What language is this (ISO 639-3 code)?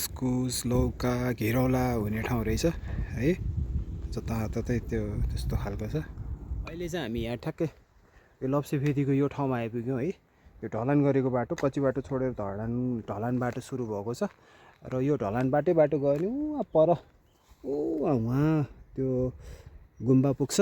nep